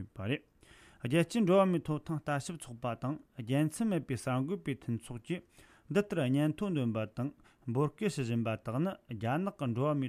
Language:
Tibetan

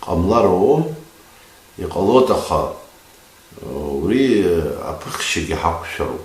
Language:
Abkhazian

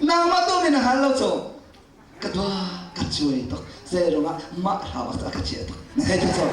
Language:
Hakha Chin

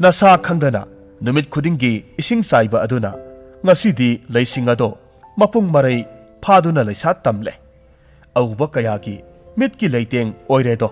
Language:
Manipuri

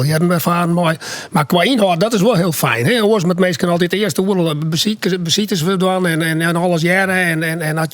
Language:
Western Frisian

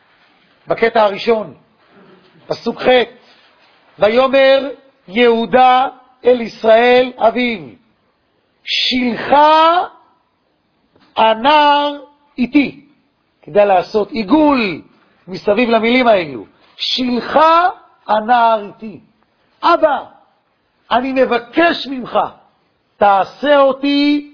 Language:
Hebrew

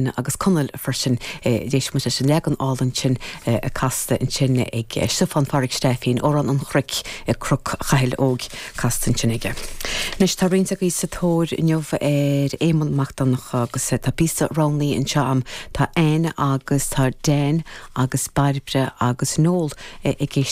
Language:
Irish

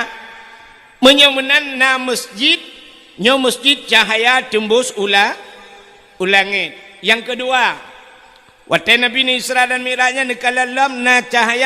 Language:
Achinese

